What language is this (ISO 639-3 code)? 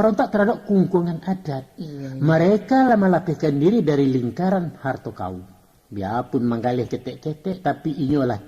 min